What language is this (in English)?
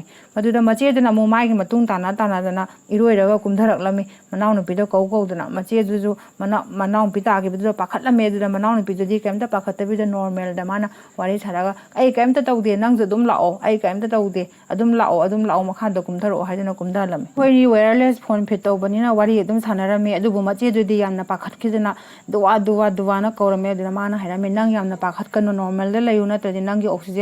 Manipuri